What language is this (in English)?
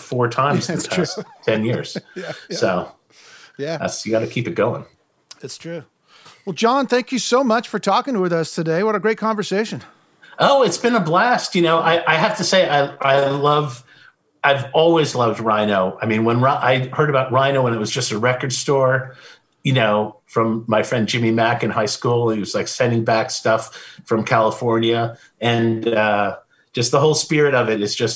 English